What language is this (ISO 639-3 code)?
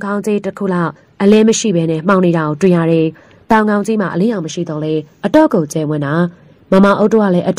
mya